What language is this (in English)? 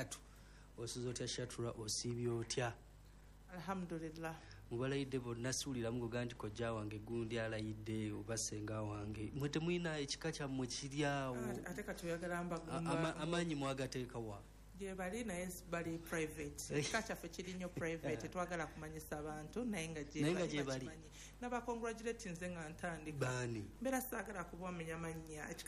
Ganda